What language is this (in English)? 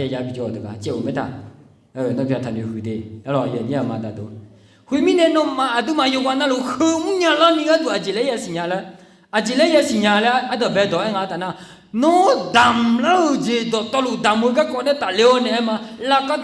Akha